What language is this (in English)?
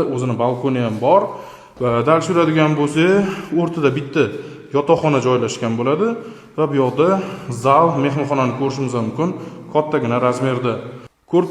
Uzbek